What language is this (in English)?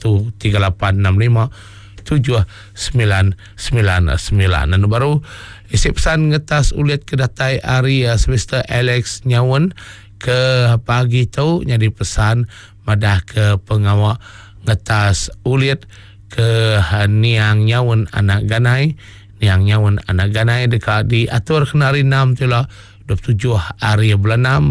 Iban